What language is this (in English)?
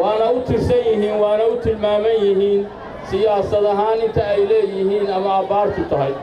Somali